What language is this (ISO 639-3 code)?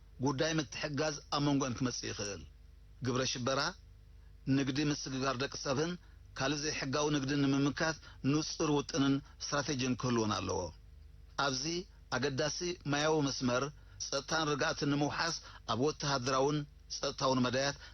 tir